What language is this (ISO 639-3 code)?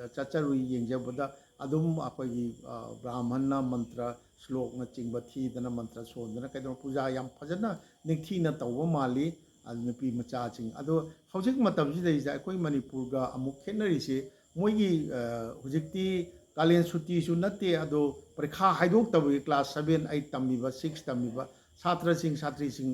mni